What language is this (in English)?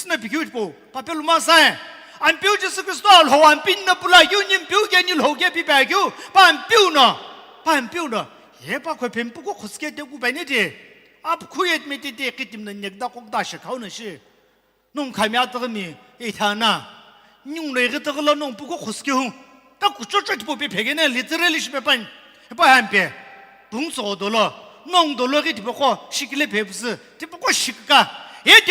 Sumi Naga